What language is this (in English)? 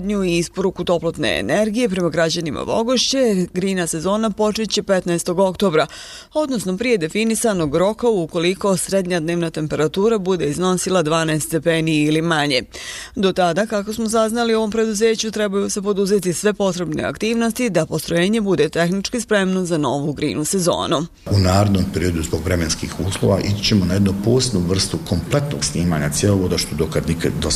Bosnian